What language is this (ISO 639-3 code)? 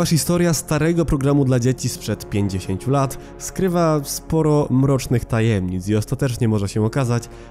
pol